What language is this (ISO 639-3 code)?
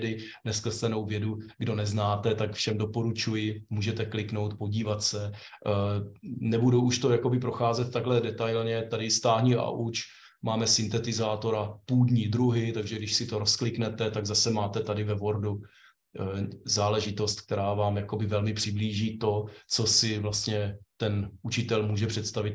ces